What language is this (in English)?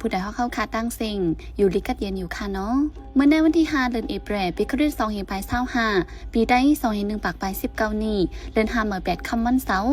Shan